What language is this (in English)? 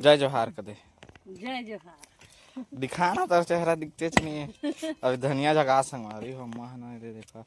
Chhattisgarhi